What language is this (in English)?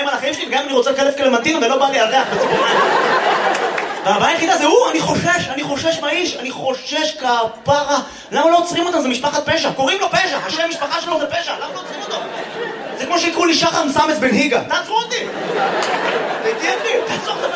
Hebrew